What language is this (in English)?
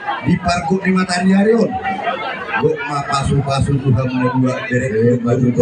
Batak Toba